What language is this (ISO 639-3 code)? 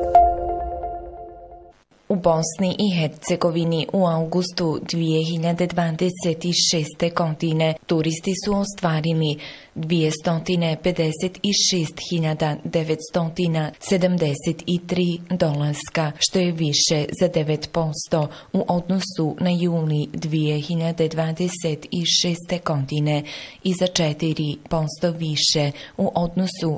bos